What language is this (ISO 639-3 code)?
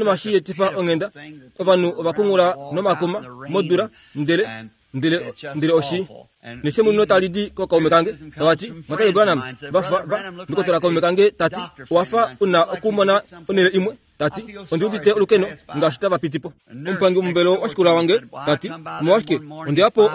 kua